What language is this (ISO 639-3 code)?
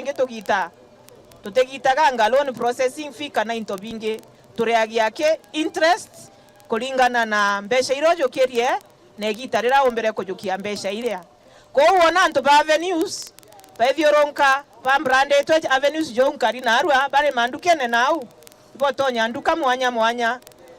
mer